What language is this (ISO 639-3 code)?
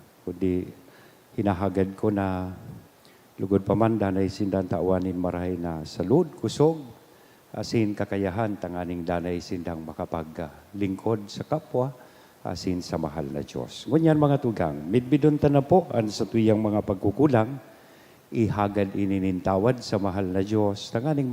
bik